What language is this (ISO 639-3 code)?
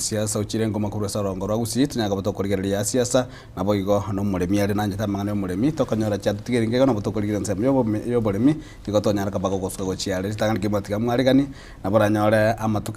guz